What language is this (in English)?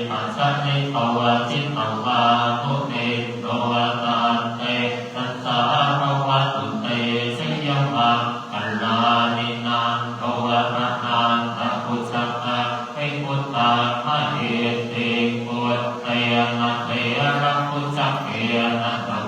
Pali